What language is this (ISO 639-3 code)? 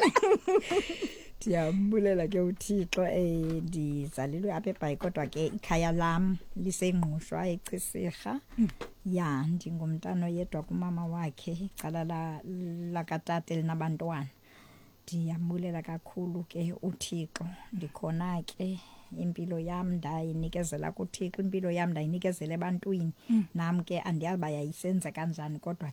xho